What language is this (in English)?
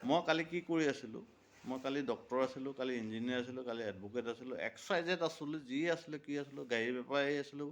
Assamese